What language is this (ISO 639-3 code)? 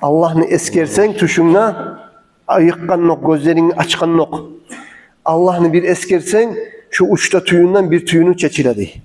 kum